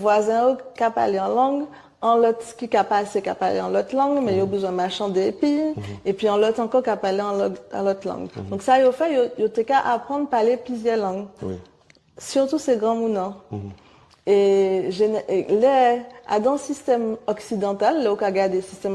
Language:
Guadeloupean Creole French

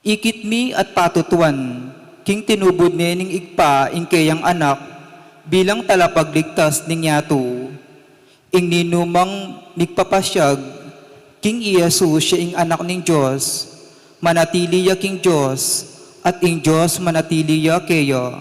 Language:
Pampanga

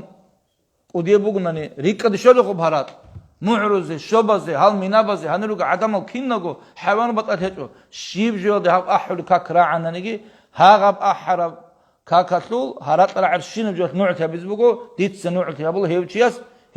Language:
Avaric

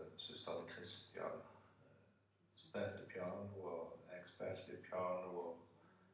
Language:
Norwegian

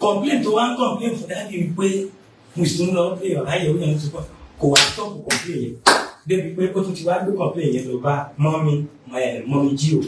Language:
Yoruba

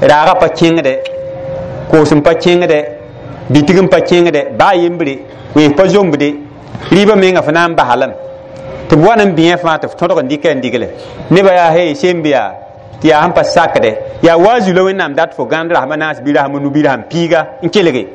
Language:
Mossi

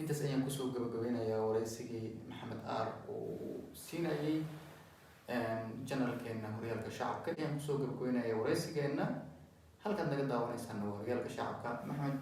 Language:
Somali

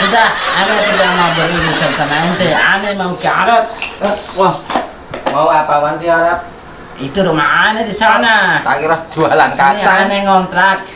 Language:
Banjar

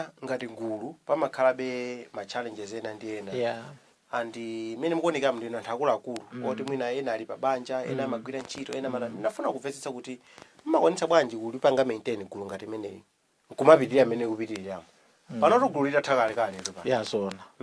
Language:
Nyanja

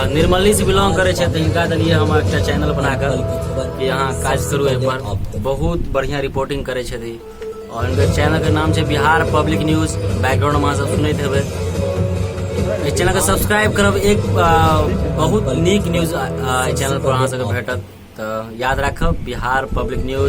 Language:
Maithili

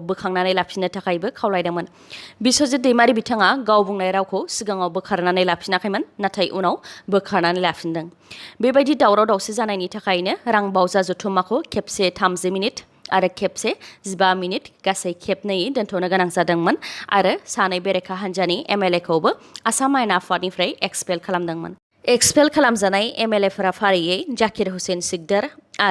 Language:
Bodo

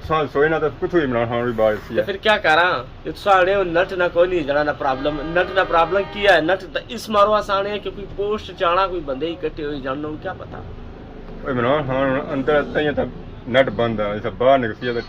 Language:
Pahari-Potwari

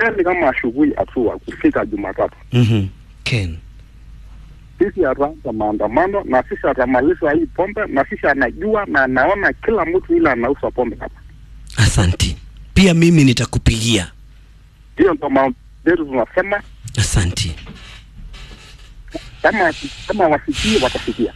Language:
Swahili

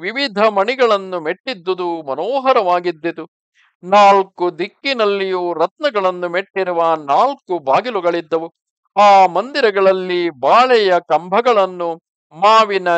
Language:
Kannada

